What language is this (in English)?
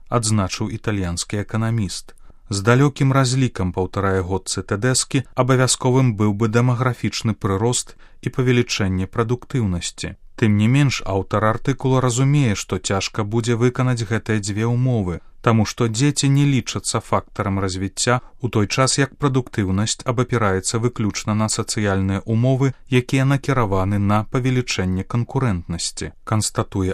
Belarusian